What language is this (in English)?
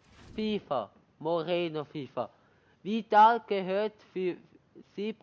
Swiss German